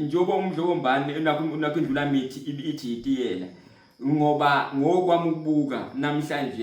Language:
Zulu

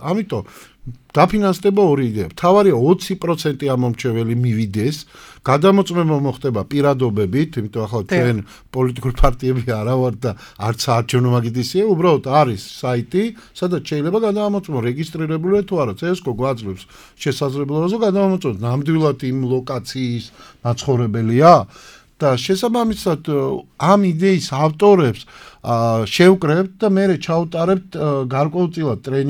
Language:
Georgian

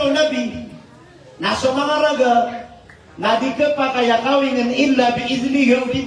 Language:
Maranao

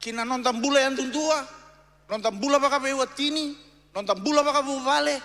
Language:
Fijian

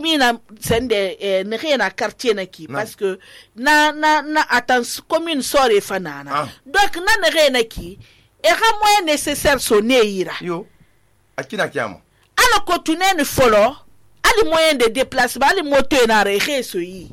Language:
Susu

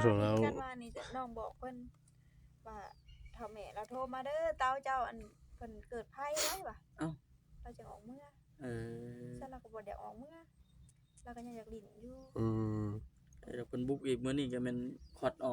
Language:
Northeastern Thai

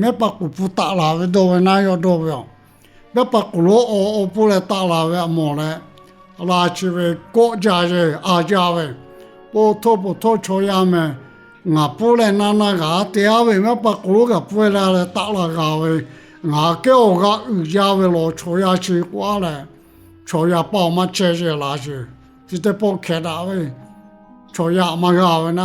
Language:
Lahu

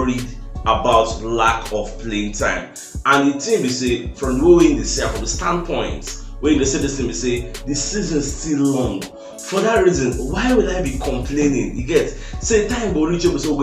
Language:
Nigerian Pidgin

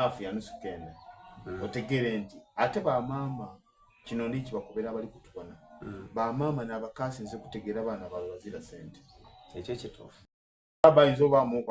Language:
Soga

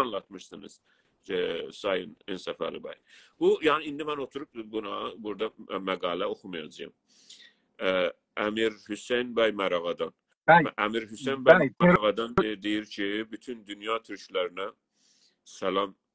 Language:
South Azerbaijani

